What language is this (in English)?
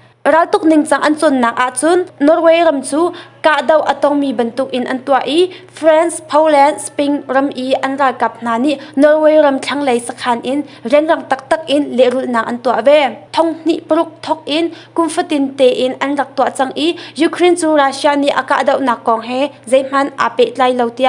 Hakha Chin